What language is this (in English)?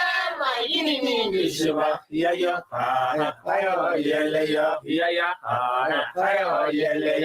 Masai